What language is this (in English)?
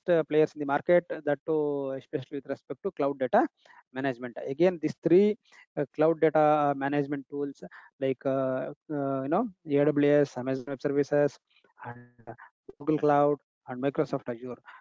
English